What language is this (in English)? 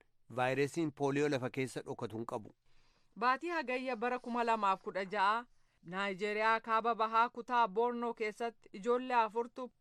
Oromo